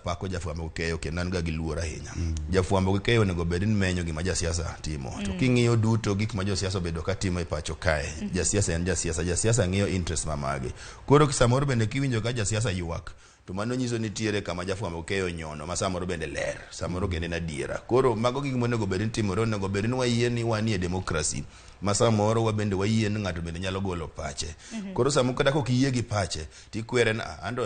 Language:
Luo (Kenya and Tanzania)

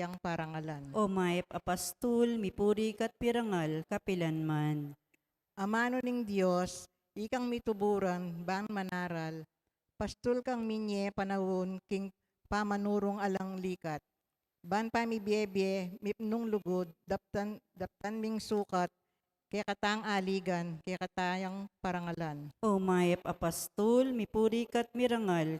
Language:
Pampanga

